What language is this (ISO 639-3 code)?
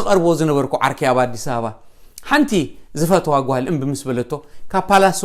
tir